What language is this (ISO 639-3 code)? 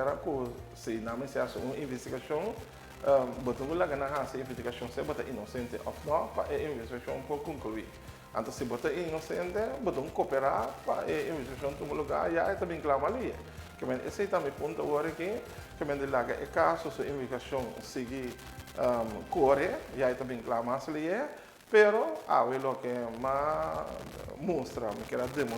pap